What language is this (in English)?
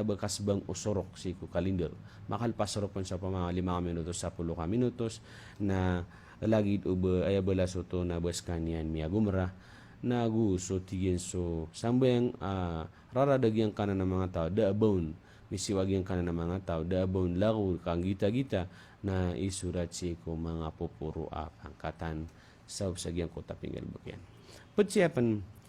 Maranao